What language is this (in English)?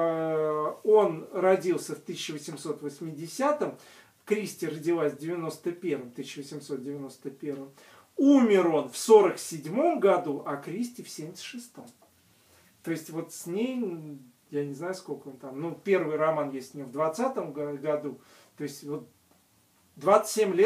Russian